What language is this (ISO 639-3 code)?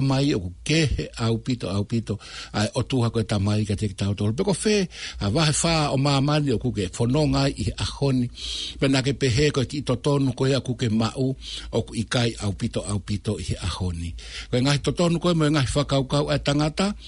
ton